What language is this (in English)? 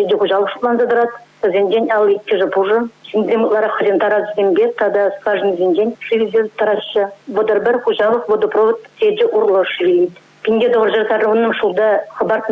Chuvash